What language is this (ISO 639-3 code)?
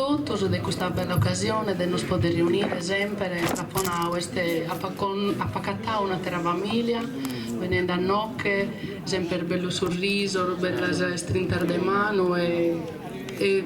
srd